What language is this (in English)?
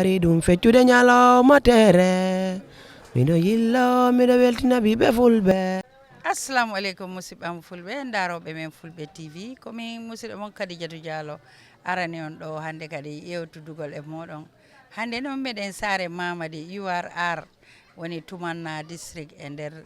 Fula